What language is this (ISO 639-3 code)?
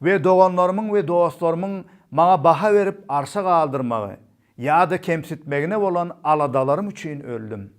tuk